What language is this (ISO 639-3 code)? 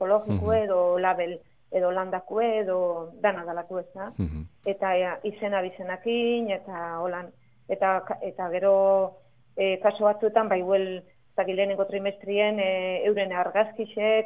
eus